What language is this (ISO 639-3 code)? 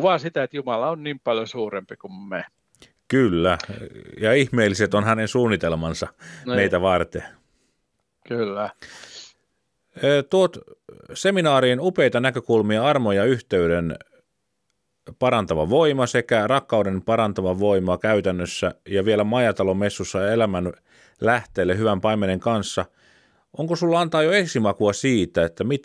fin